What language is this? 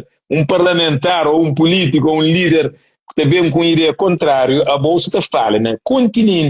Kabuverdianu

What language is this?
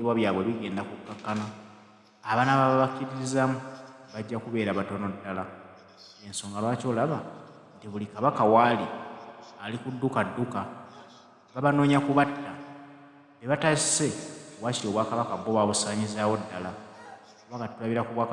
Ganda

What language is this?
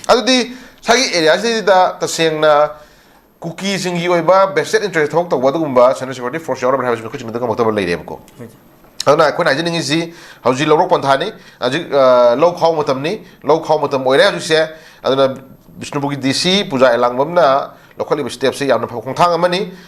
Manipuri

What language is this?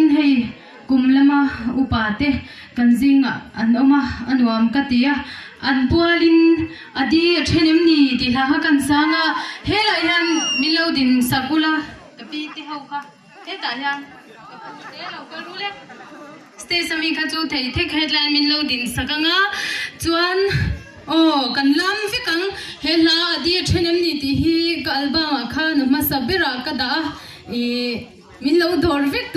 Mizo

